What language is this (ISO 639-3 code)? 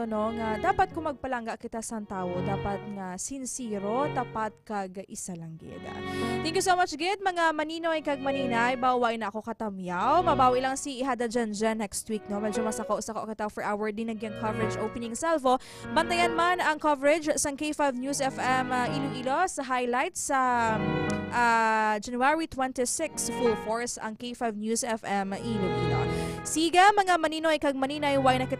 hil